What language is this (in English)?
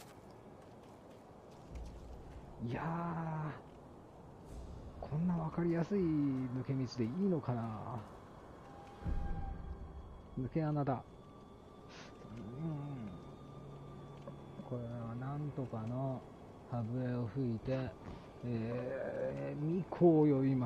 Japanese